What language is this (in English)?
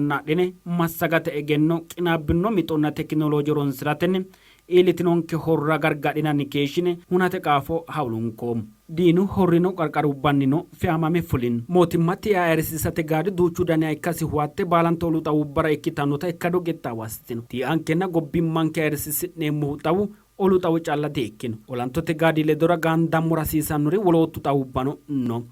Sidamo